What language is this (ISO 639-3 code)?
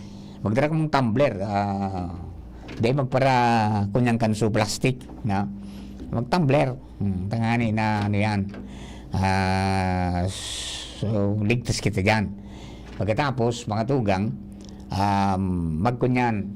bik